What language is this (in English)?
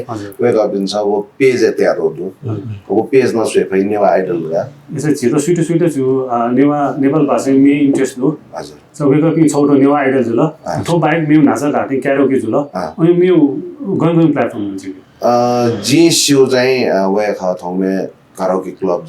Newari